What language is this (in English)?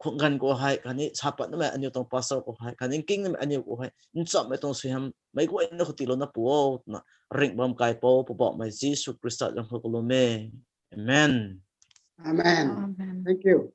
Rongmei Naga